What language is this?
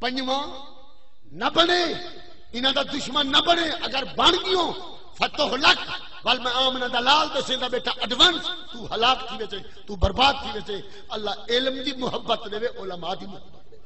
Saraiki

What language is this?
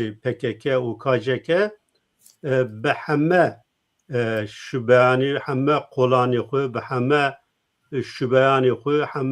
Zaza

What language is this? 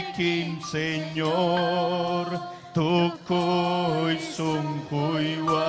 Ayacucho Quechua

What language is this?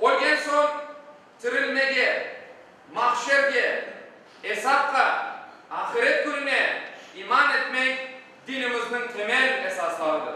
Crimean Tatar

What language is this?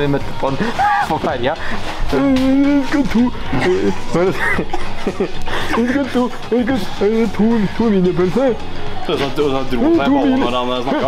Norwegian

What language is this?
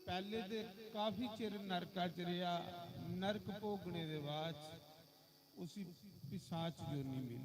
Dogri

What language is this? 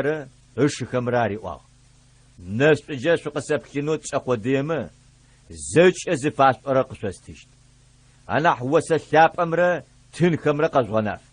Adyghe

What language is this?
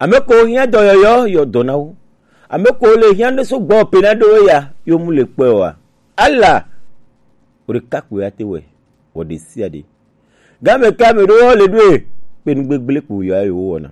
Gen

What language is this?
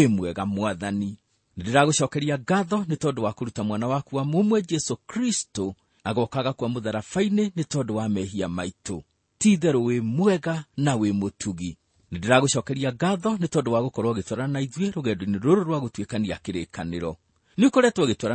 Kikuyu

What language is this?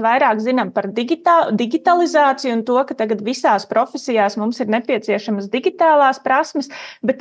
Latvian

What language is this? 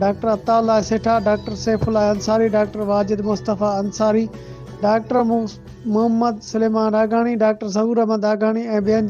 Sindhi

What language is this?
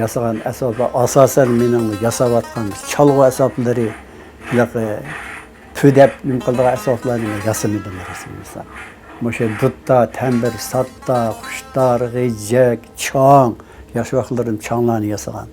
Uyghur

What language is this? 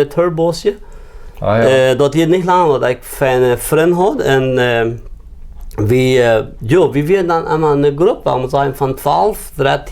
Plautdietsch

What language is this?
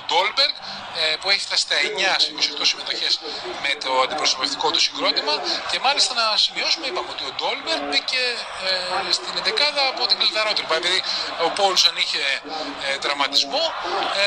Greek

